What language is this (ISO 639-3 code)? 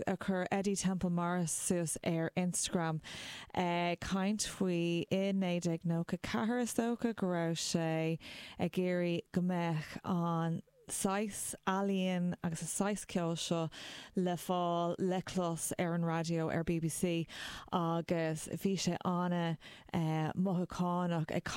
gle